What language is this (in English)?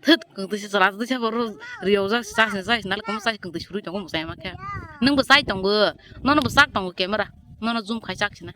Kok Borok